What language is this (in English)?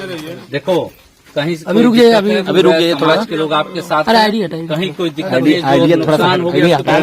Bhojpuri